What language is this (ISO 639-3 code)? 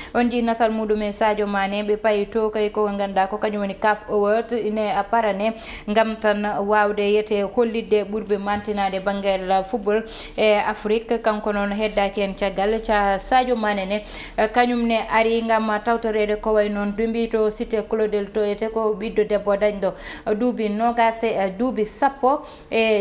ful